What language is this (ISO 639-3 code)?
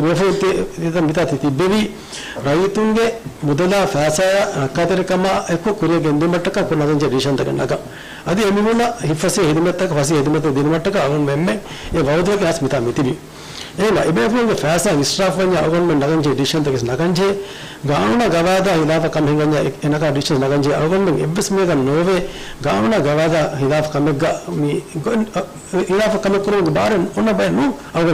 div